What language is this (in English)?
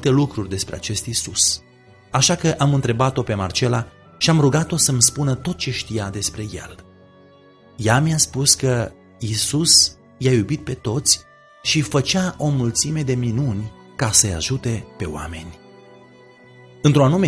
Romanian